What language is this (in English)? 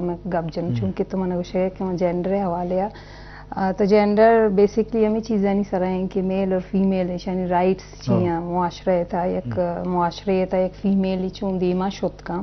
Eastern Balochi